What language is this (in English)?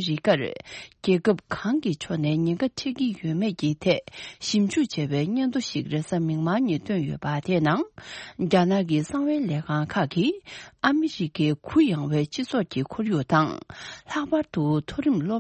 Tibetan